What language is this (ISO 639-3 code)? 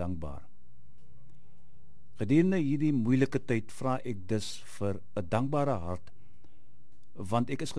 afr